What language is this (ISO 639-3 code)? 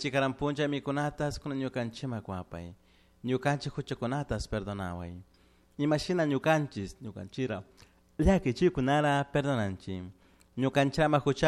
qug